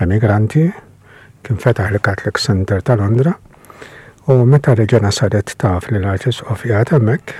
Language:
Maltese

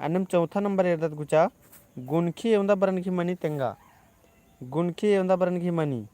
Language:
Kurukh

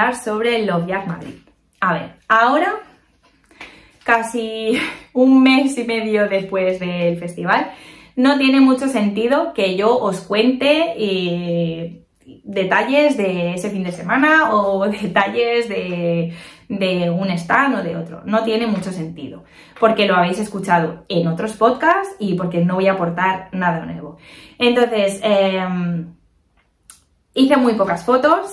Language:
Spanish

